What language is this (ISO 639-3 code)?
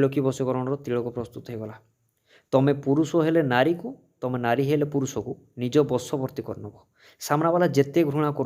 ori